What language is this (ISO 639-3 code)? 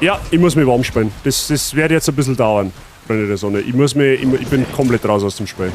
bar